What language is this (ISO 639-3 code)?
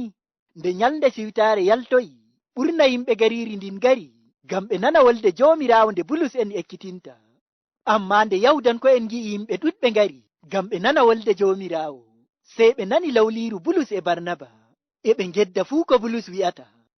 ful